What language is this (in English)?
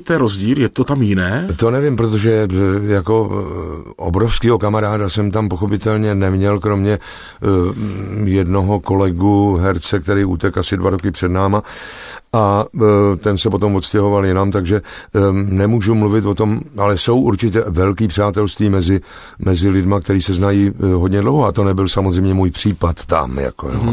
Czech